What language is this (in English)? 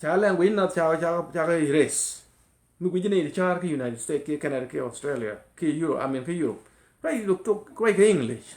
Nuer